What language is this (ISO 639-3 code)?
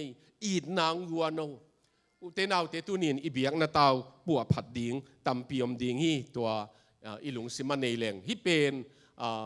ctd